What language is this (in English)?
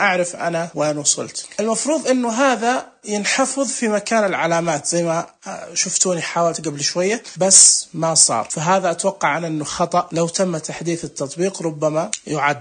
Najdi Arabic